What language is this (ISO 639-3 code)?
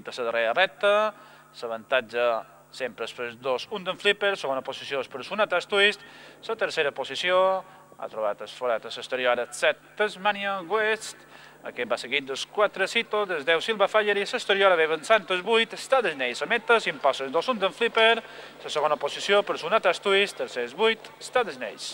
cat